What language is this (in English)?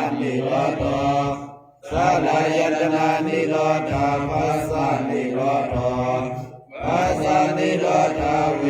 Pali